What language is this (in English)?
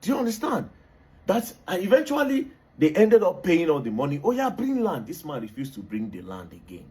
Nigerian Pidgin